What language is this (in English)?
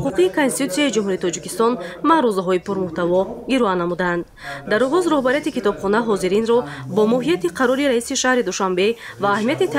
Tajik